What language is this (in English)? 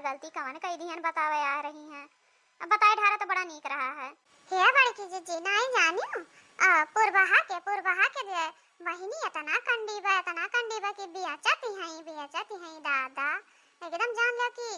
Awadhi